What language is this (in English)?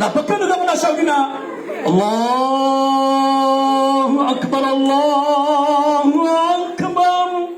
Maranao